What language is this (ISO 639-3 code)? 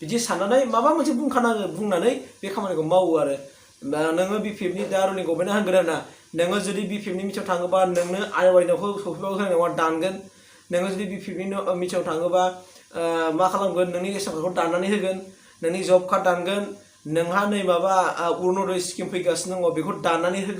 brx